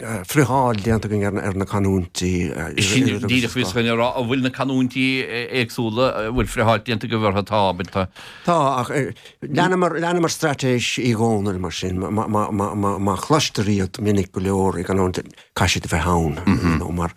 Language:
Irish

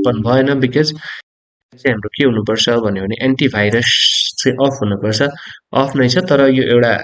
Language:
Nepali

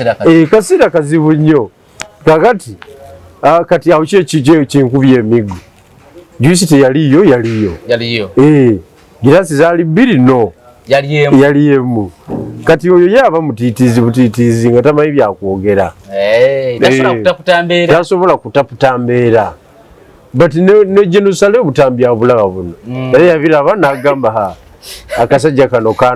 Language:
Ganda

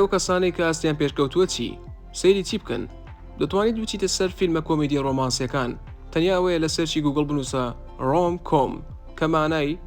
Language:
Central Kurdish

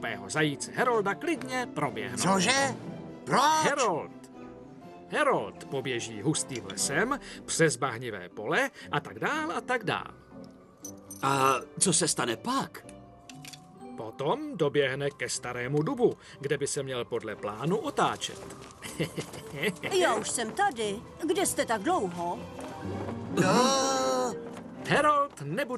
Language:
Czech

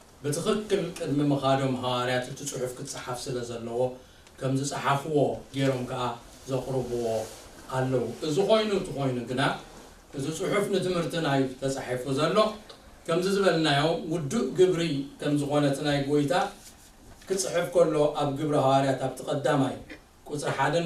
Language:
Tigrinya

